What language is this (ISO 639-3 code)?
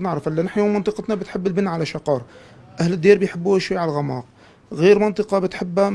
apc